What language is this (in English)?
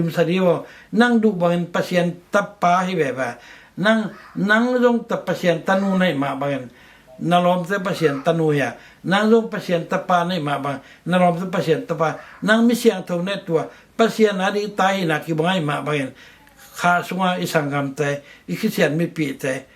Tedim Chin